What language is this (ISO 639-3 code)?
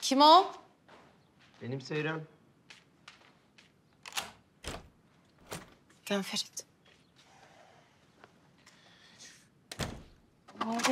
tur